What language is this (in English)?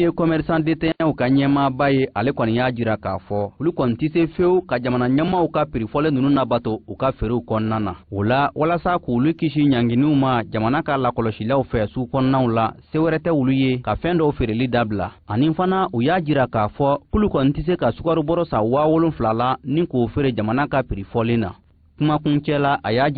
Bambara